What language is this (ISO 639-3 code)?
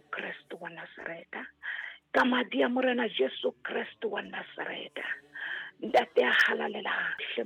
sot